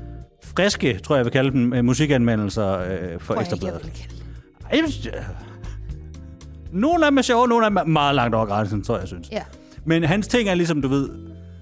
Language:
Danish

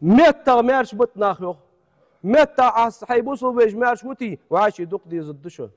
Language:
Ingush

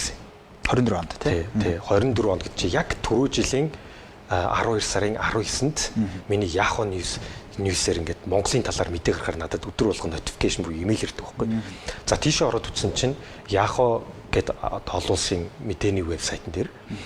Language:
Mongolian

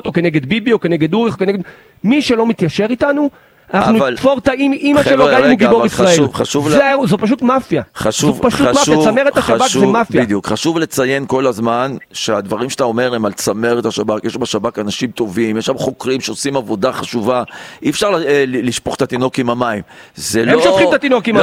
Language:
Hebrew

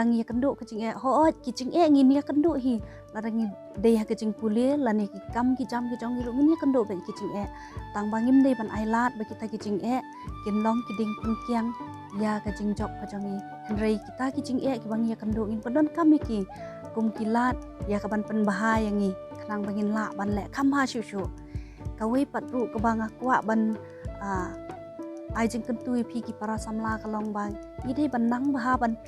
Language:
Khasi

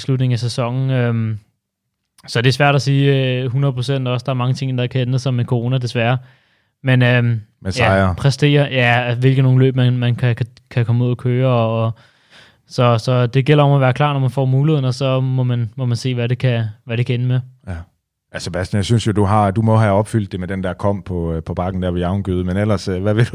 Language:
Danish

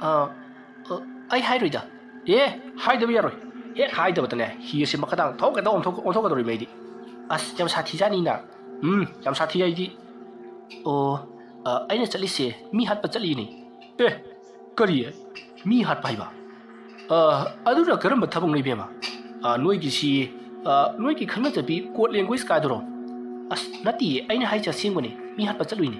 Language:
Manipuri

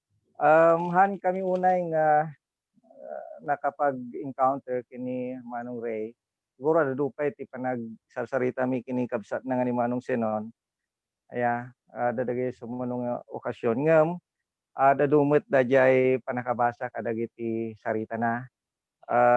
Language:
Iloko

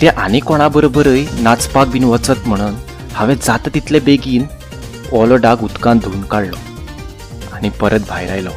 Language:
Konkani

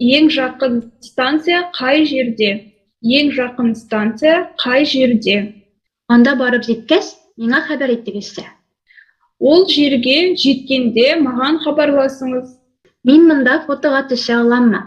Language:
Tatar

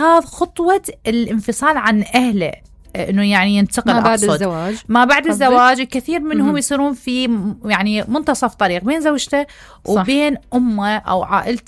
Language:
Mesopotamian Arabic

